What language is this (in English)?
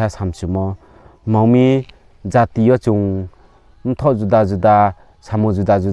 Riang (India)